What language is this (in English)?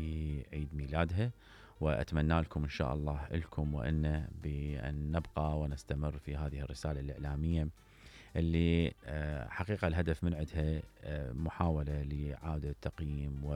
Mesopotamian Arabic